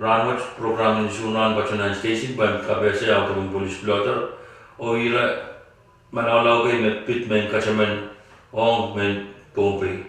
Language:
Pohnpeian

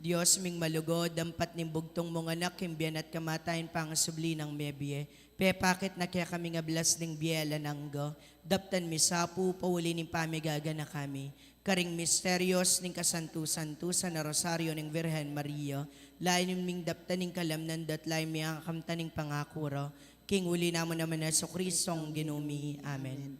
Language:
Pampanga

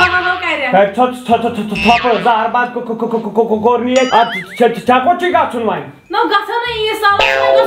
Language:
Kashmiri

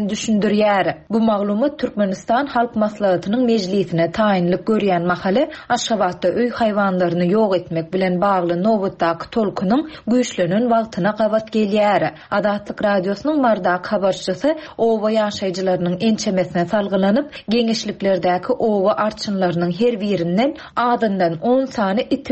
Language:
Turkmen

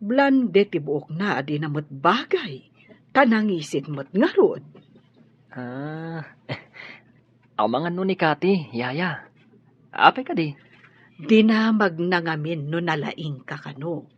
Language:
Iloko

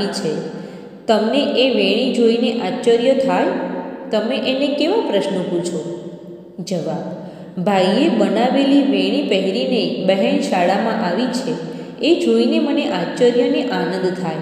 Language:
Gujarati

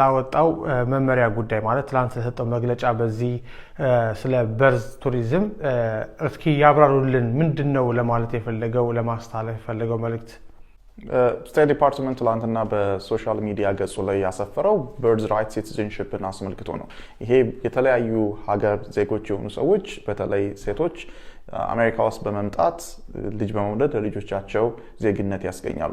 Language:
Amharic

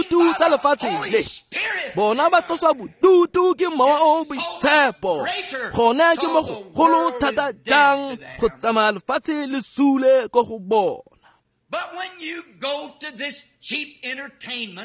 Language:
Tswana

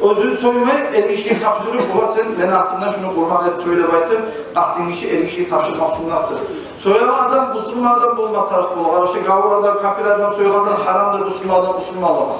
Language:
Kumyk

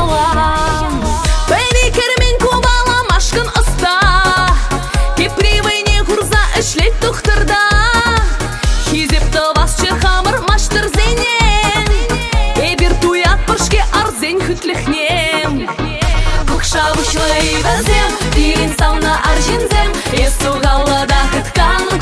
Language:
Chuvash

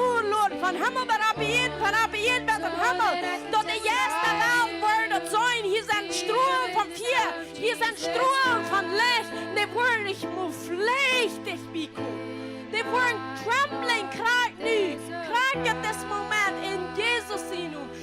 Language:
Plautdietsch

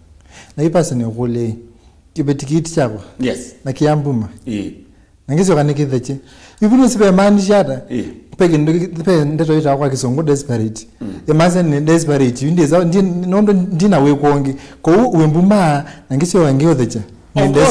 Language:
Kamba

